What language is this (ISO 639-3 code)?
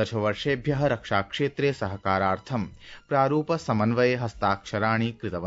san